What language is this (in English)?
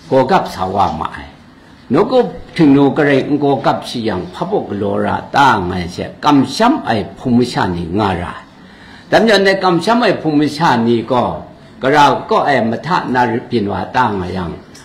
Kachin